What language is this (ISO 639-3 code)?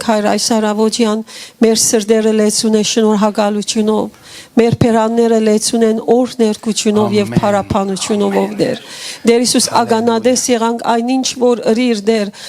hyw